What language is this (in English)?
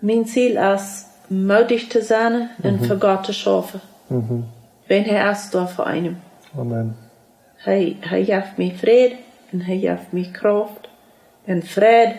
Plautdietsch